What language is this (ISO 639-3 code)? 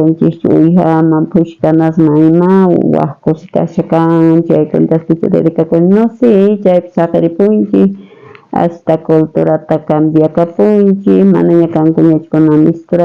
quh